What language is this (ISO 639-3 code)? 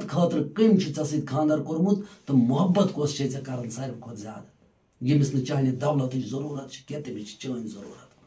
kas